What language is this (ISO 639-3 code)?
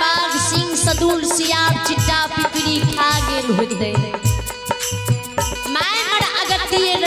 mai